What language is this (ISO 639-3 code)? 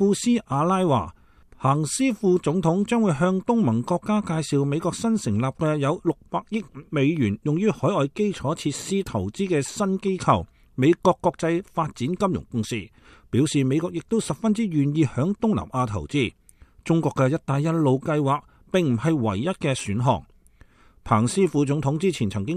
yue